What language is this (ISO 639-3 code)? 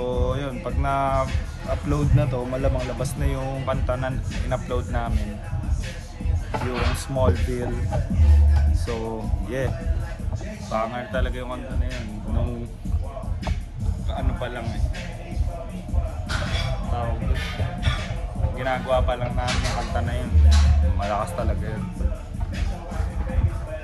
fil